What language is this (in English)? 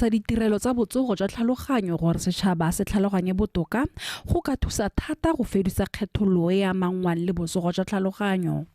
Tswana